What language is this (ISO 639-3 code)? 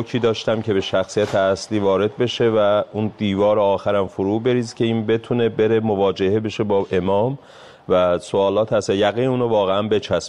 fas